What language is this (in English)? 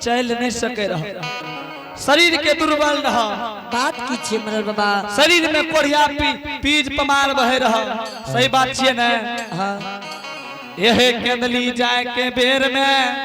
Angika